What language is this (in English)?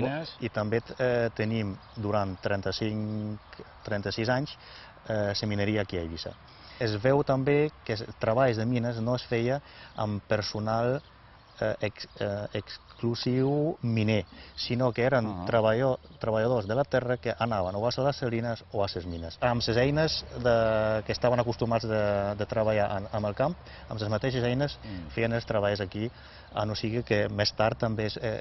Catalan